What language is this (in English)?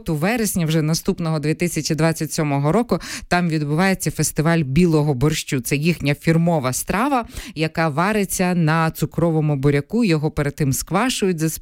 Ukrainian